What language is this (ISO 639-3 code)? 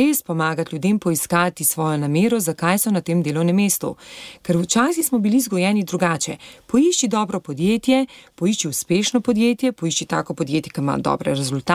slv